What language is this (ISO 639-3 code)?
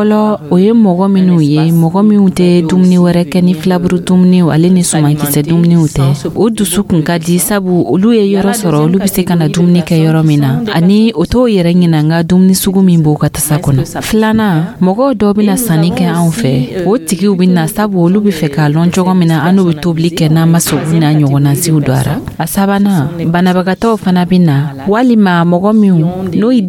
dyu